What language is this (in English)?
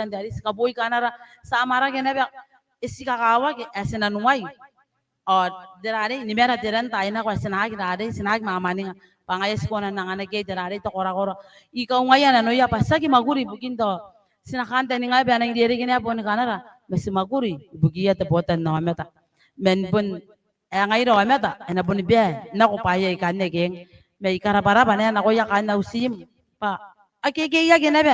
Gilbertese